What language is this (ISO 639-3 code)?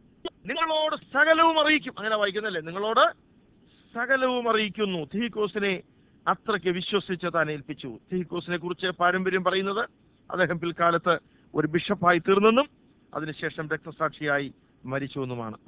mal